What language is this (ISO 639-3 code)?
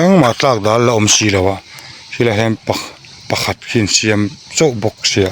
lus